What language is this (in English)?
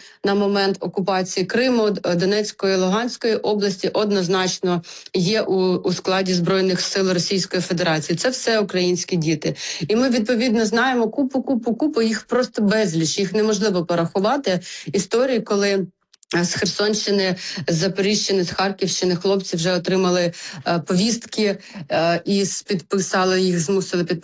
Ukrainian